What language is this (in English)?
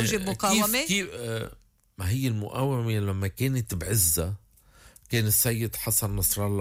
North Levantine Arabic